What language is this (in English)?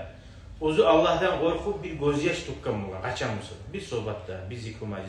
Kumyk